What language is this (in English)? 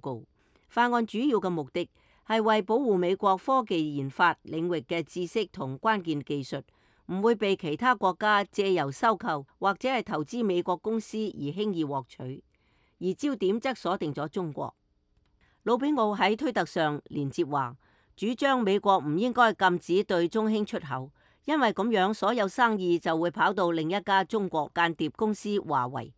Cantonese